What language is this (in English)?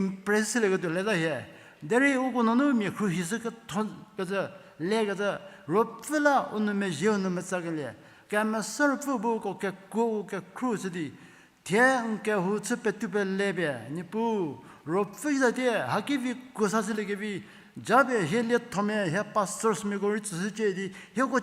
Angami Naga